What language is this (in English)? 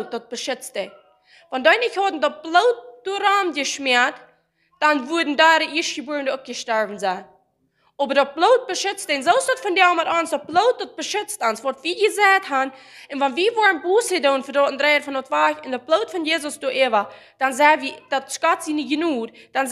Plautdietsch